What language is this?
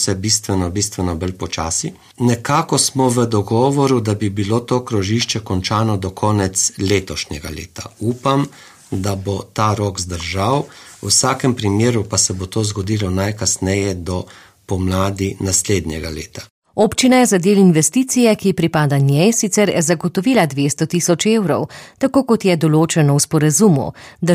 Slovenian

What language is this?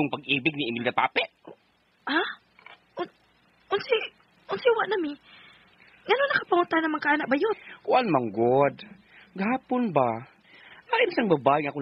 Cebuano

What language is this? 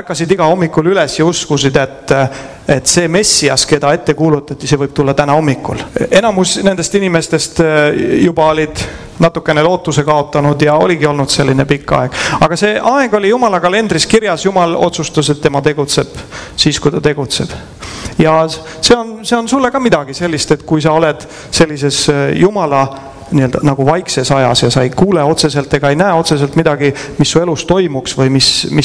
Estonian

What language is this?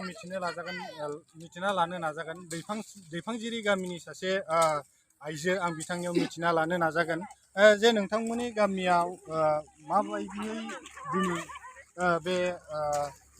Bodo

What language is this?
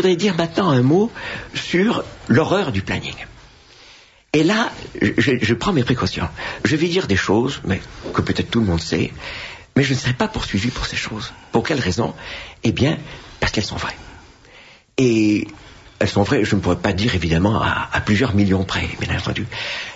French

